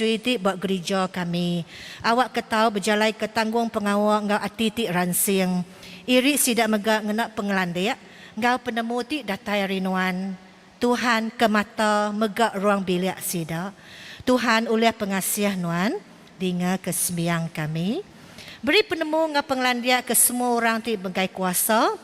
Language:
Iban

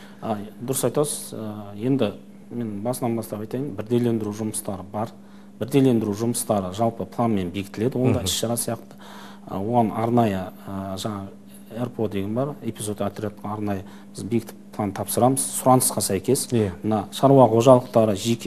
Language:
Kazakh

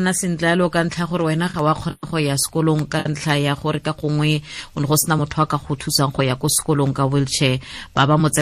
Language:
Tswana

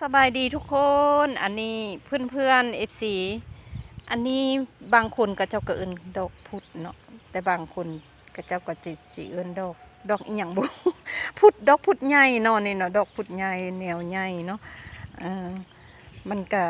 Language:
Lao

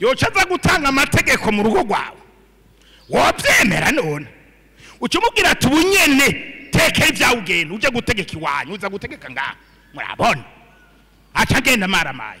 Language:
Rundi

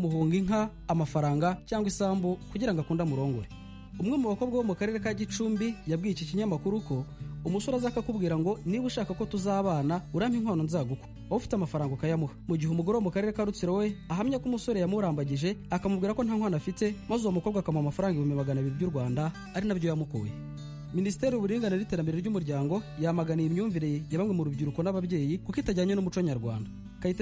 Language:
Kinyarwanda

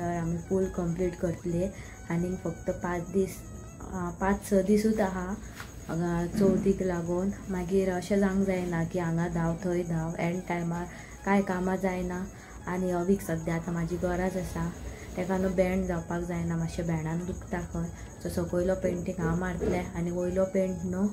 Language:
Konkani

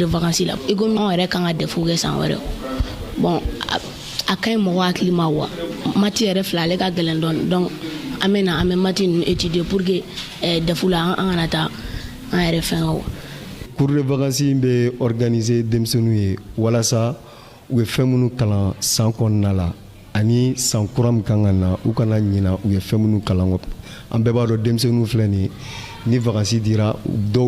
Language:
Bambara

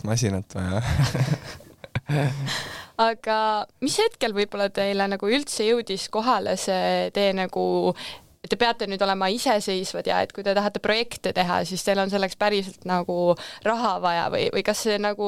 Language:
Estonian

